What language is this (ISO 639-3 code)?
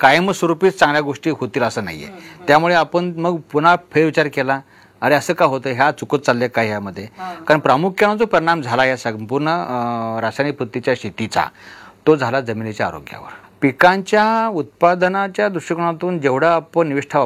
mar